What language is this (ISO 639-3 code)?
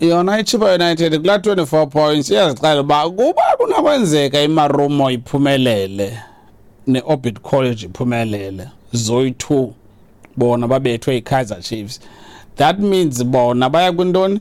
xho